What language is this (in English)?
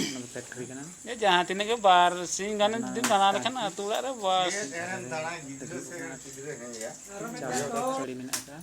Santali